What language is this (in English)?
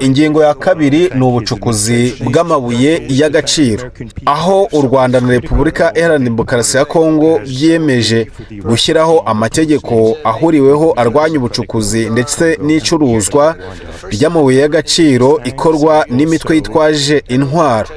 Kinyarwanda